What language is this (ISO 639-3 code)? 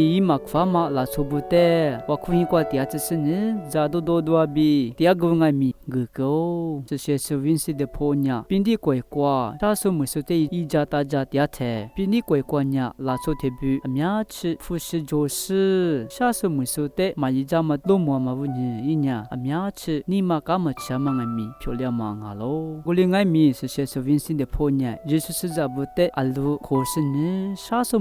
lis